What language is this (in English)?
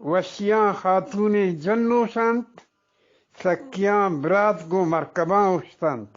Eastern Balochi